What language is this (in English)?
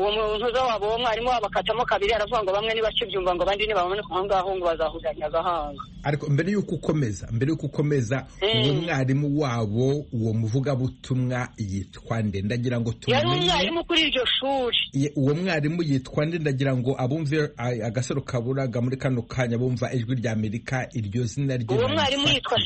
Kinyarwanda